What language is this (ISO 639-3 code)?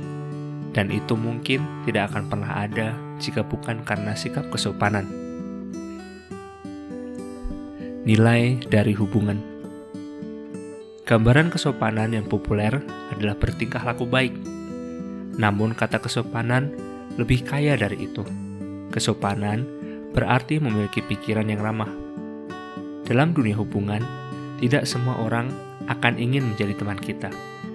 ind